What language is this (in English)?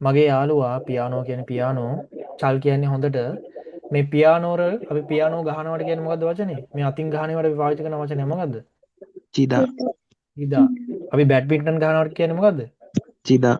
Sinhala